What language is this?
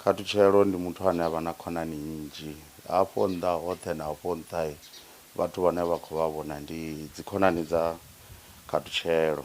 Venda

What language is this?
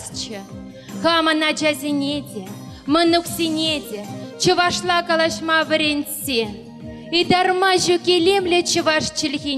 Chuvash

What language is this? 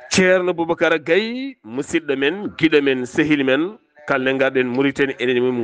Fula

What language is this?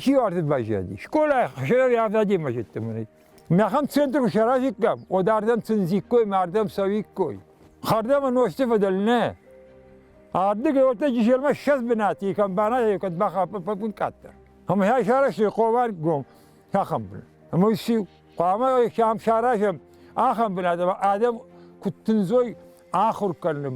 Ossetic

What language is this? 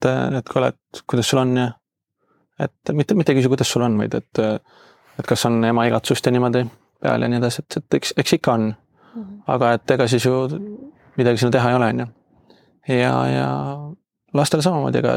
Estonian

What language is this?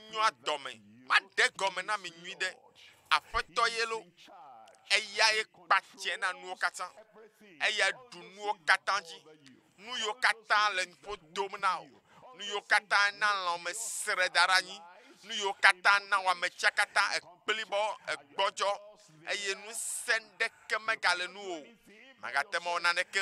Ewe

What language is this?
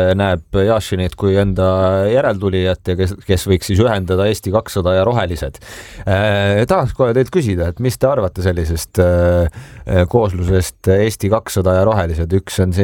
Estonian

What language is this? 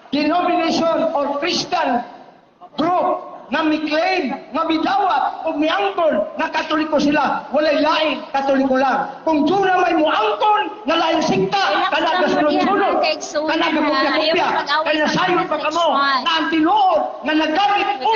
Cebuano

